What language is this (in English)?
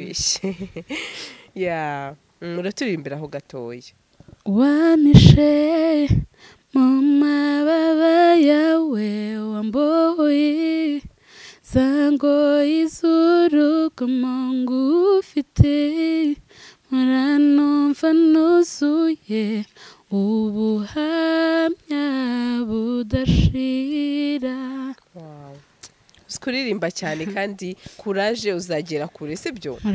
Kinyarwanda